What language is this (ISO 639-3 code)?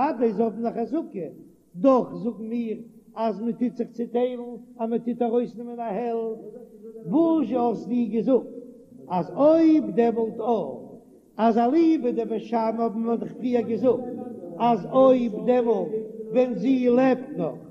yid